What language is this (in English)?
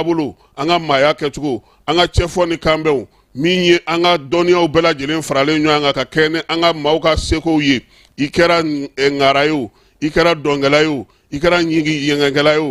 Bambara